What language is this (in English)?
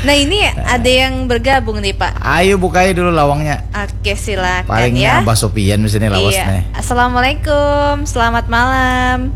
Banjar